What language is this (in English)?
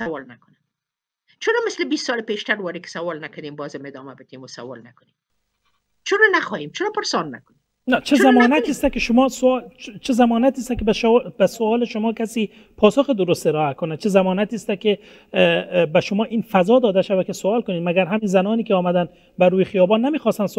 Persian